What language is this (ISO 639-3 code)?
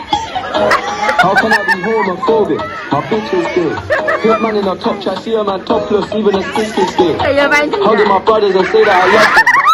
mni